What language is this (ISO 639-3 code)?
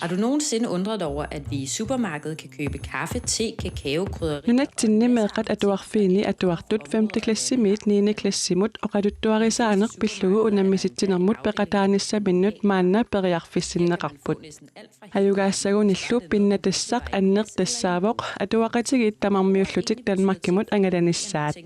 kal